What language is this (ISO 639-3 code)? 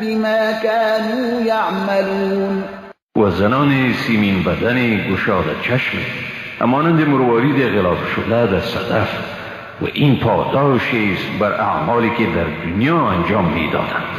fas